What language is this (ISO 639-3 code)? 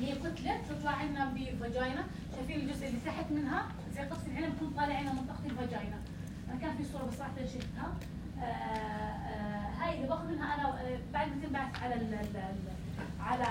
apc